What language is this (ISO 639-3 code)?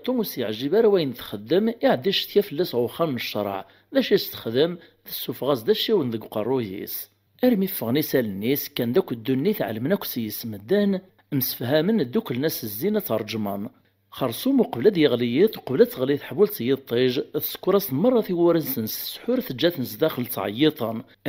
kab